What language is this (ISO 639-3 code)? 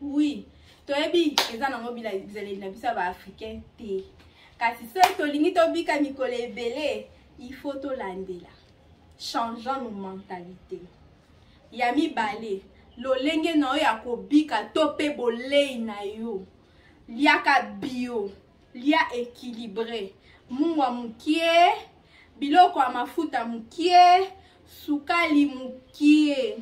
lin